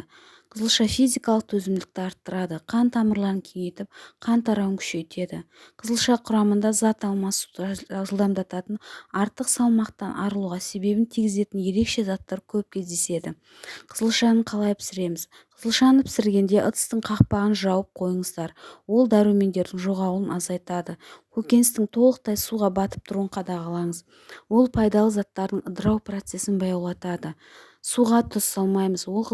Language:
Kazakh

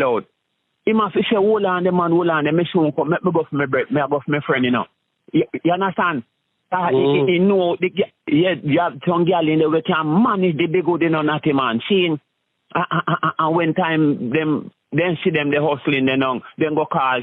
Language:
Jamaican Creole English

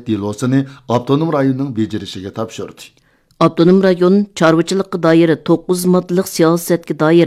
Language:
Uyghur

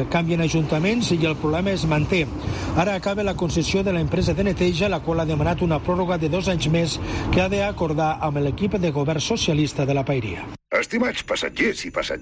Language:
Catalan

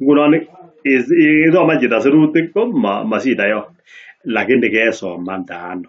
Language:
Kalenjin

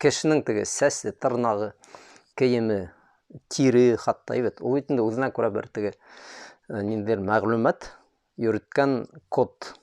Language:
Bashkir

